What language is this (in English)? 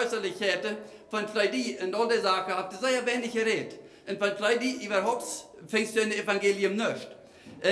Plautdietsch